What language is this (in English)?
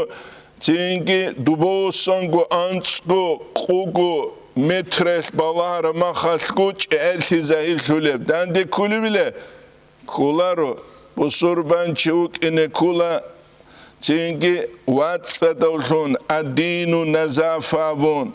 Avaric